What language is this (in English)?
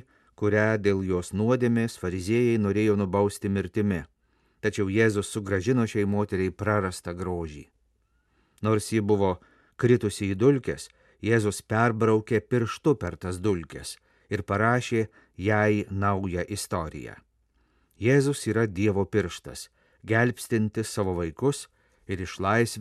Lithuanian